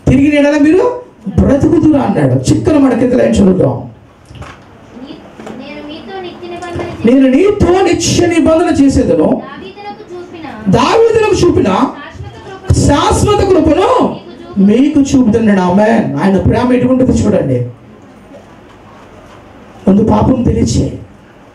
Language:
Telugu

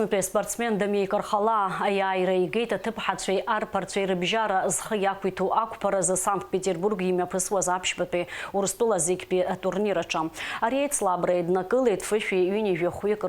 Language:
Abkhazian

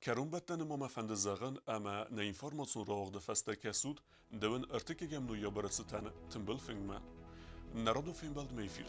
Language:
Ossetic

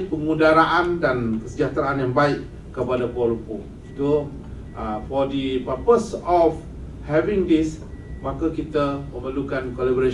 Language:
Malay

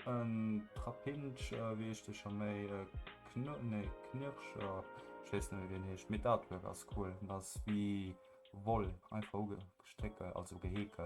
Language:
Luxembourgish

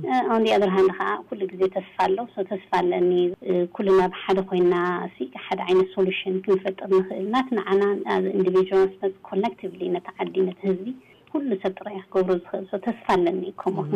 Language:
Tigrinya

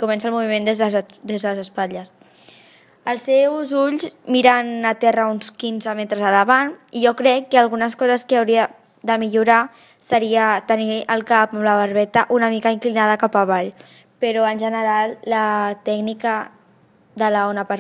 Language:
Catalan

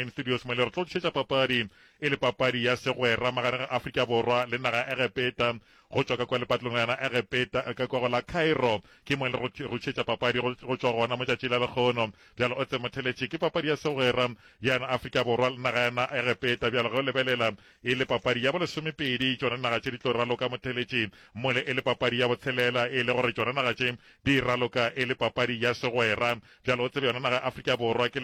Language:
Northern Sotho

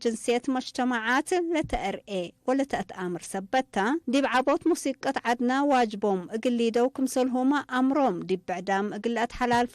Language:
Tigre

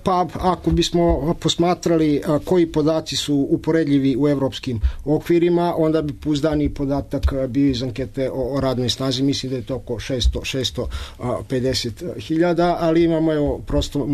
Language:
Serbian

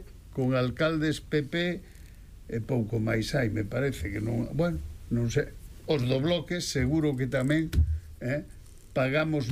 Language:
Galician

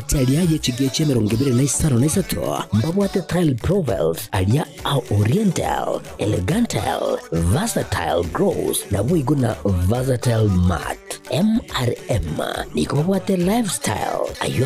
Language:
Gusii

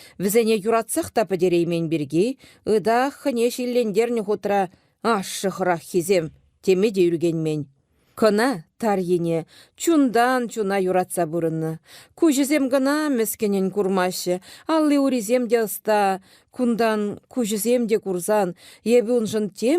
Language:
Chuvash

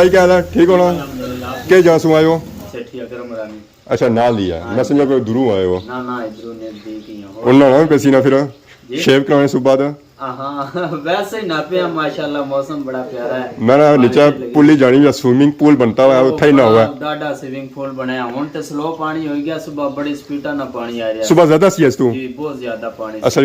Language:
Pahari-Potwari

